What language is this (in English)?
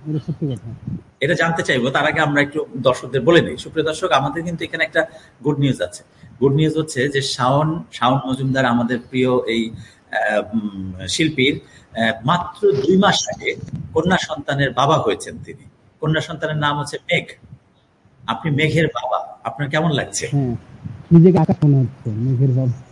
Bangla